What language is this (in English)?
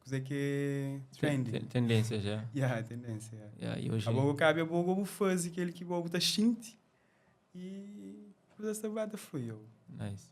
Kabuverdianu